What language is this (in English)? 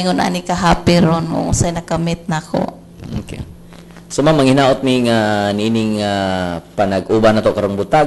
Cebuano